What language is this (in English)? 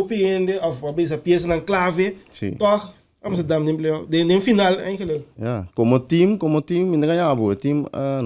Papiamento